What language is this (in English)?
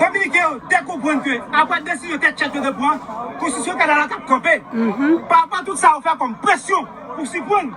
Haitian Creole